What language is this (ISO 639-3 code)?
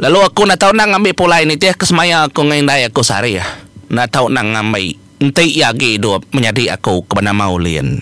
iba